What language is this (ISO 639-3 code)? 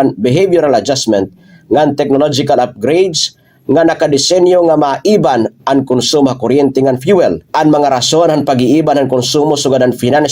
war